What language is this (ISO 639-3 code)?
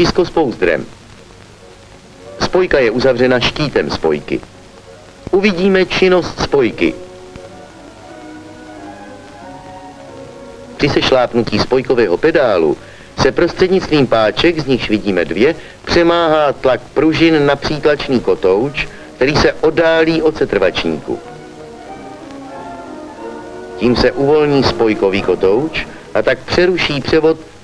ces